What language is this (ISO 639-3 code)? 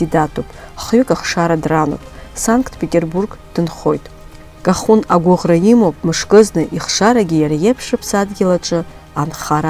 abk